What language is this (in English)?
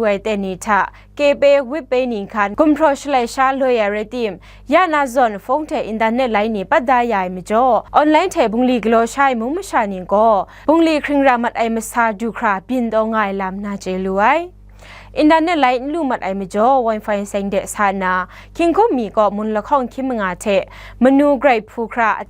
Kachin